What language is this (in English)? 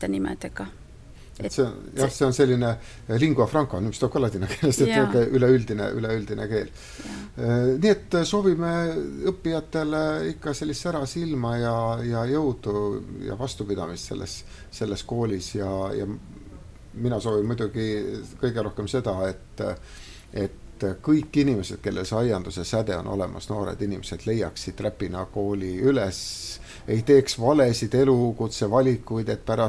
Estonian